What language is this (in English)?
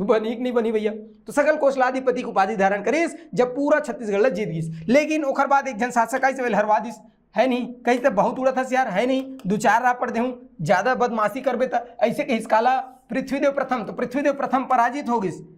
Chhattisgarhi